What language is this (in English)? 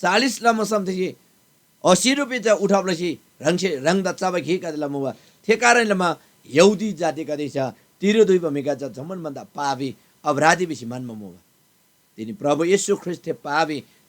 Eastern Tamang